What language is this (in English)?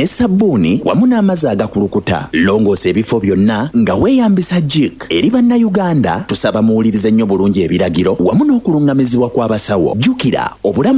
Ganda